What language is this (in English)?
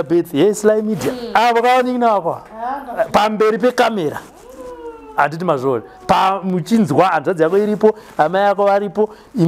Shona